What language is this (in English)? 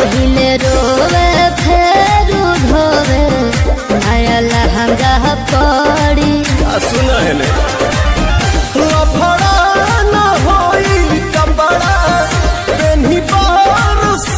Bhojpuri